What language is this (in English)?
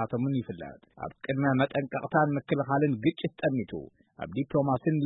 Tigrinya